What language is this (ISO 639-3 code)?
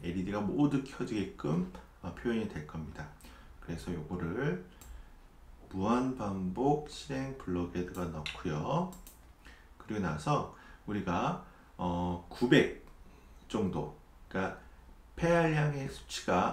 kor